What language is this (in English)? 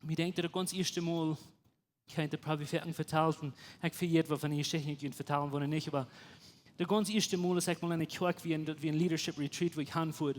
Plautdietsch